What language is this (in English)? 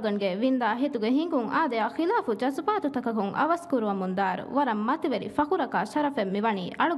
Divehi